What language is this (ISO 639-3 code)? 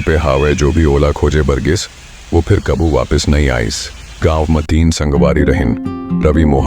hne